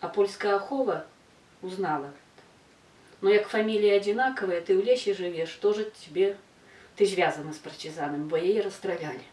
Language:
Belarusian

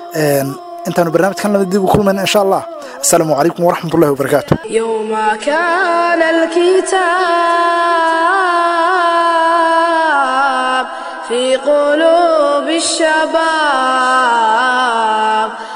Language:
Somali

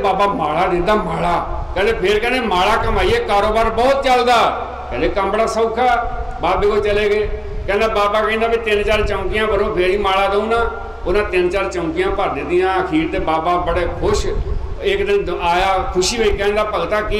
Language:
Punjabi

